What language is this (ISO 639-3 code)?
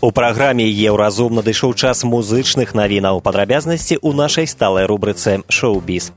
bel